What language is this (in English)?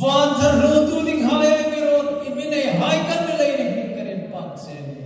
Hmar